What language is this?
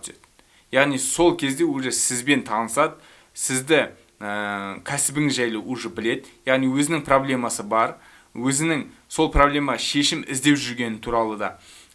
Kazakh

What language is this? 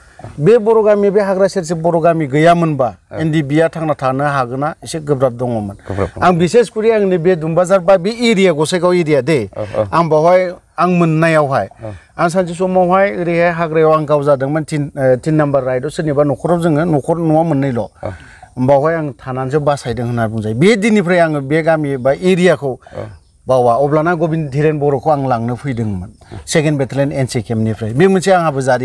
Bodo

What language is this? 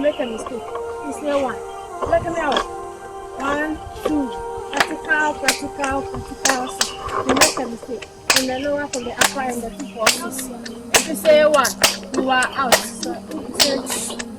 Ewe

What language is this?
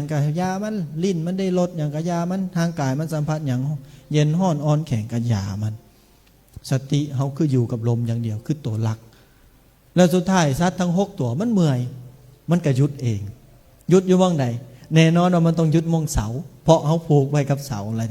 Lao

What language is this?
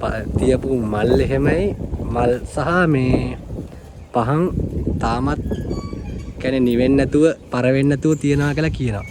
Sinhala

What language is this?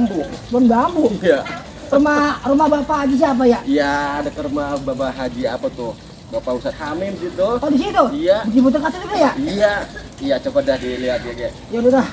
Betawi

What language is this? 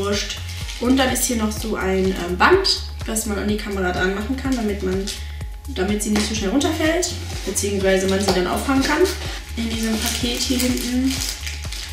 German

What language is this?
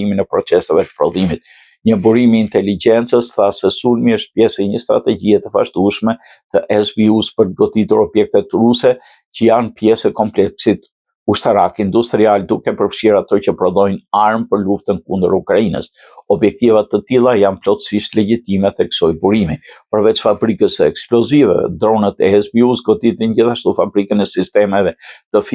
Albanian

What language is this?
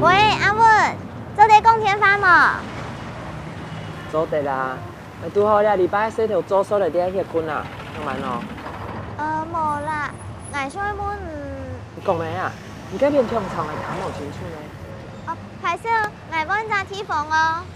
Hakka Chinese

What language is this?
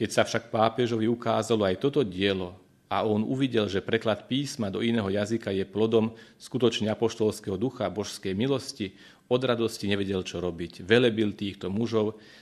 Slovak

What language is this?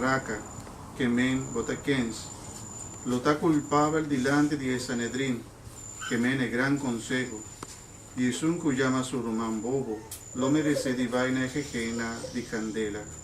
Papiamento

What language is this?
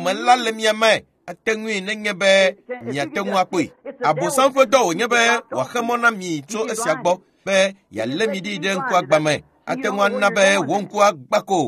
Ewe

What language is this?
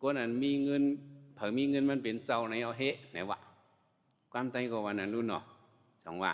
Shan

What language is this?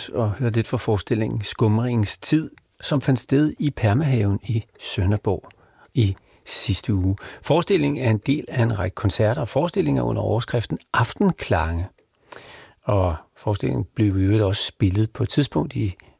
Danish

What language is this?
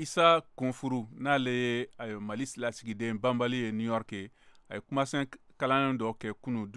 Bambara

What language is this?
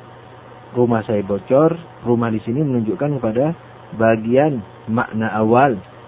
Indonesian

